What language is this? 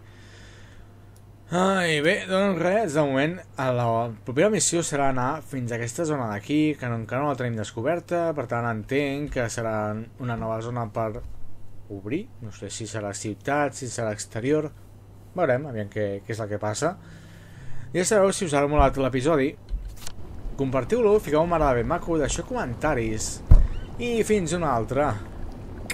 Catalan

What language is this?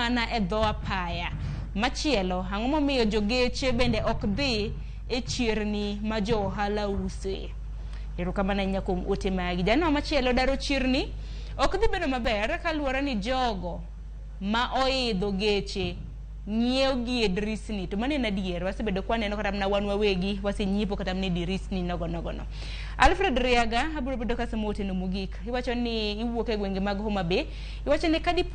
Luo (Kenya and Tanzania)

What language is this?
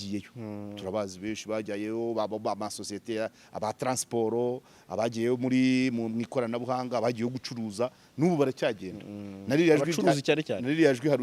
Kinyarwanda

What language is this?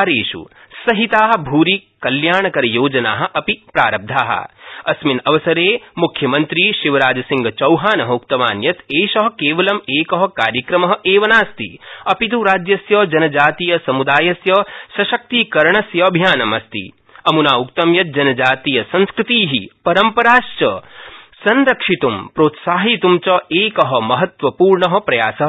Sanskrit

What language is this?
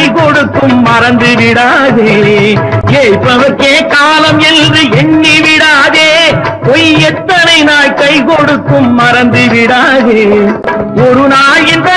Tamil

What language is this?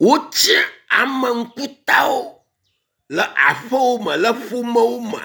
Ewe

